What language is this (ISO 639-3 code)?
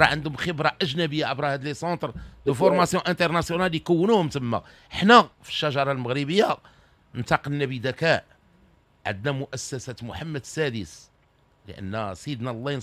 ary